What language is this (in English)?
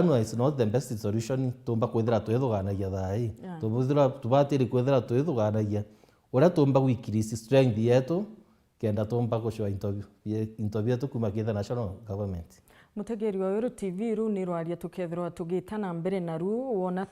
Meru